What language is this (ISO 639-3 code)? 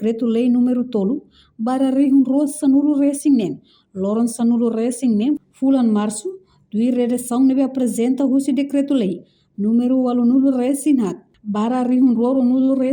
tet